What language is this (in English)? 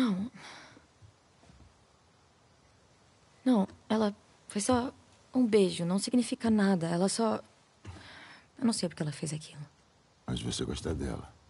Portuguese